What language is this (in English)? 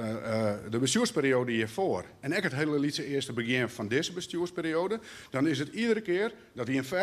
Western Frisian